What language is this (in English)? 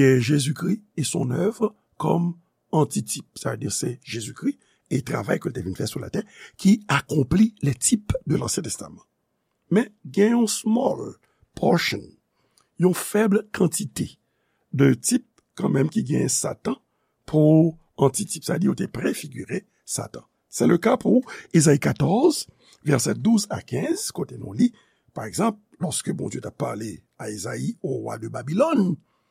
Haitian Creole